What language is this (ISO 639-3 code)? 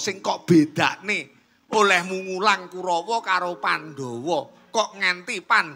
jav